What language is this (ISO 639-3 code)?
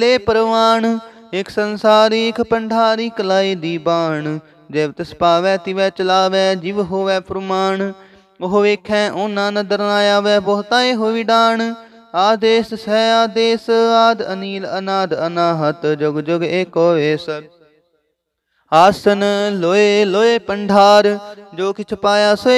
pan